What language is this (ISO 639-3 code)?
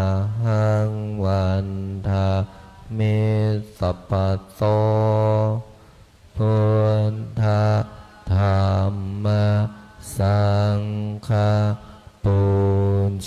pli